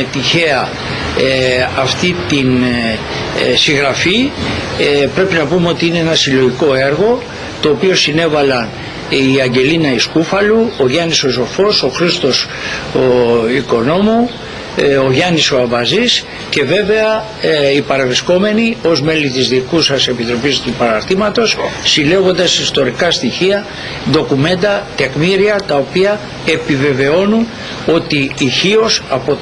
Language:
Greek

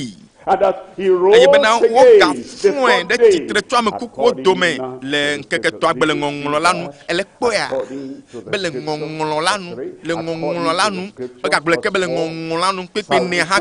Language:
Ewe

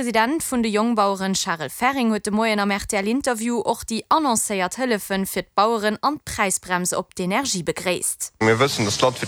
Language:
Luxembourgish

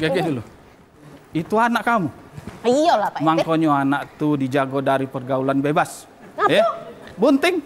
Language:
Musi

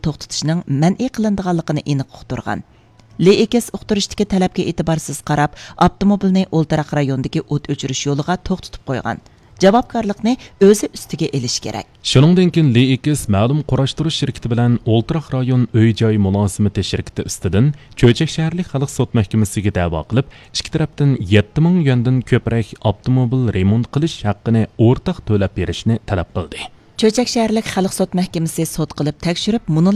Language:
Uyghur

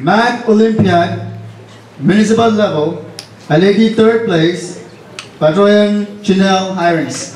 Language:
Pohnpeian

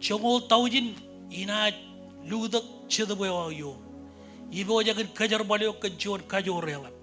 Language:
Marshallese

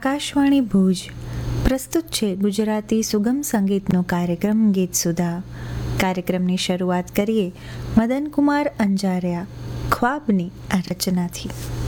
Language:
Gujarati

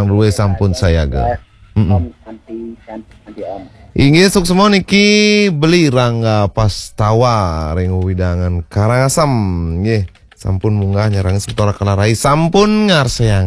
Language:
Balinese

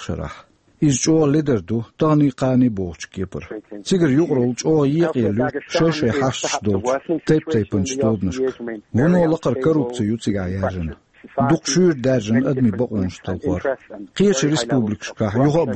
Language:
Chechen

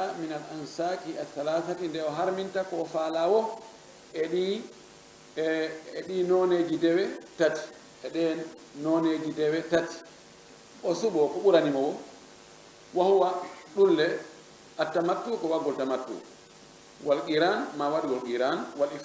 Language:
Fula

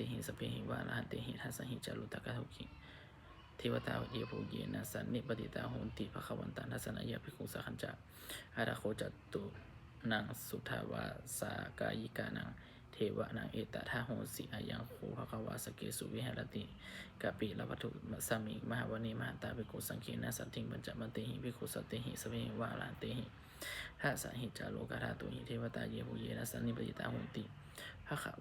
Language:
Pali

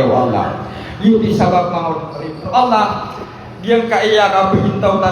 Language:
Maranao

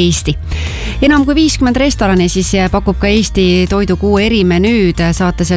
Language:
Estonian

